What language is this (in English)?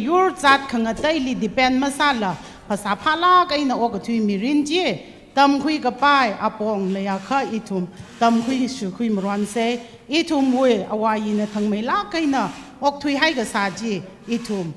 Tangkhul Naga (India)